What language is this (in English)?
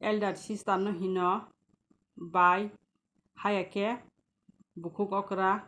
Kok Borok